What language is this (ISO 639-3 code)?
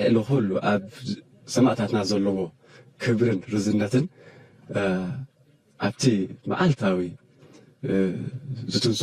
tir